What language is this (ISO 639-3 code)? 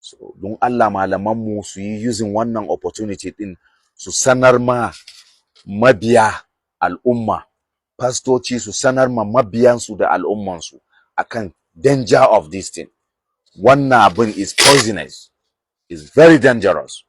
hau